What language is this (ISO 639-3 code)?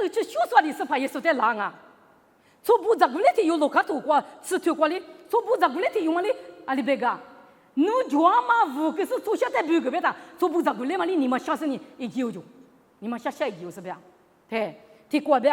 lis